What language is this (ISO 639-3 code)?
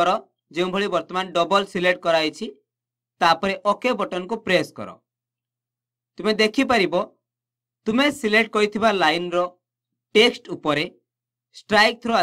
ori